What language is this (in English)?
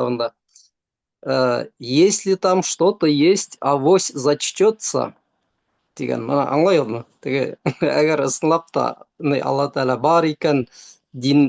Bashkir